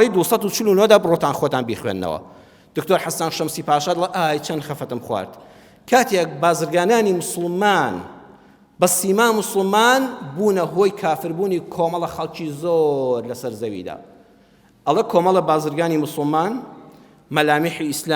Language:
Central Kurdish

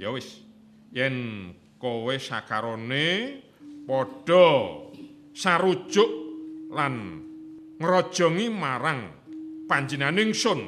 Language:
Javanese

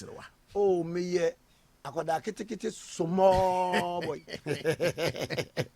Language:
Akan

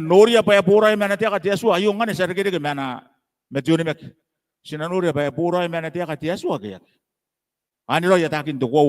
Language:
Gilbertese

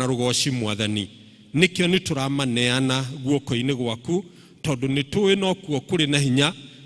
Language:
Kikuyu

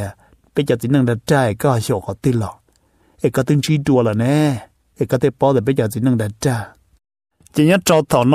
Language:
Vietnamese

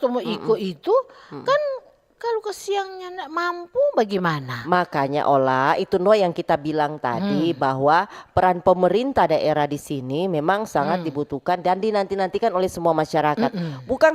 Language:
Manado Malay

